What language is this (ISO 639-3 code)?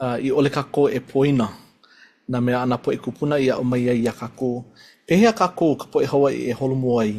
haw